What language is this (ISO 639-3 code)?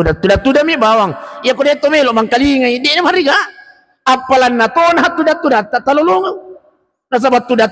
bug